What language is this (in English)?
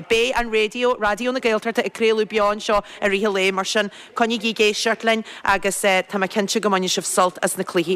Irish